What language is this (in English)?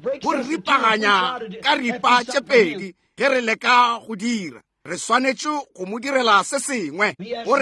Northern Sotho